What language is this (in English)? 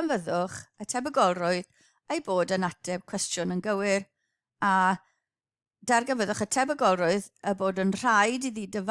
Welsh